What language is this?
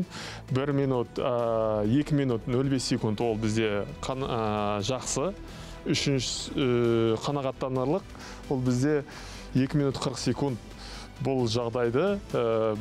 Kazakh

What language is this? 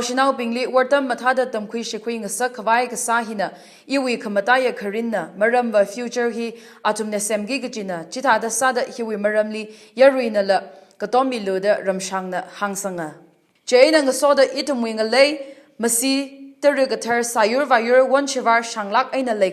Tangkhul Naga (India)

